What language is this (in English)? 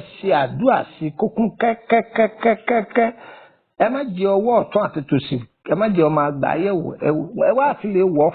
Yoruba